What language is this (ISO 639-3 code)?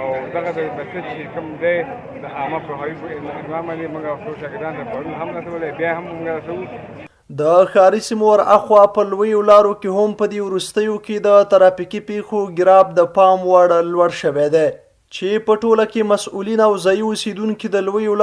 pus